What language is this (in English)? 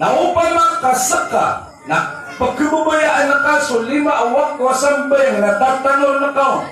Maranao